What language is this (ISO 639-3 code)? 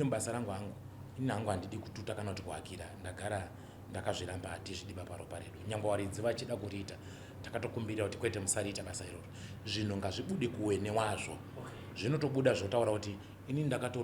sna